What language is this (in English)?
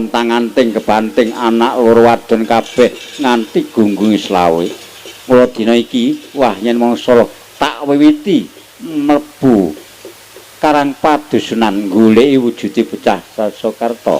Javanese